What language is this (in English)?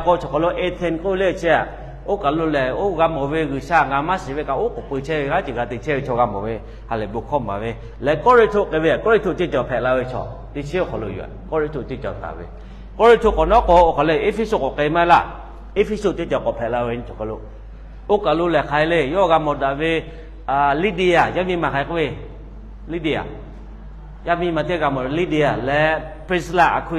Lahu